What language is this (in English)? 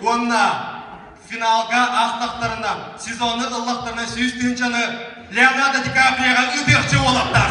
Yakut